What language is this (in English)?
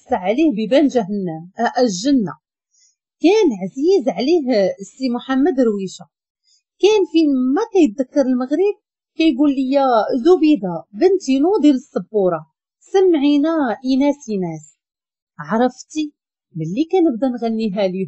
Moroccan Arabic